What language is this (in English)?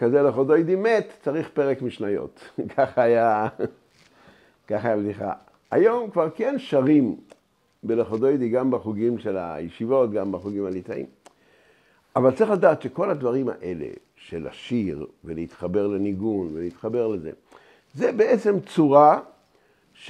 Hebrew